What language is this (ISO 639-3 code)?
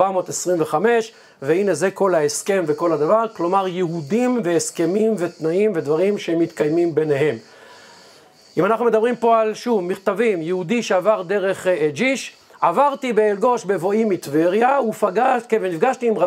heb